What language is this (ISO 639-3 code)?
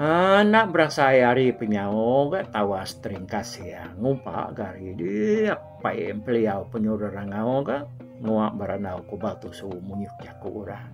iba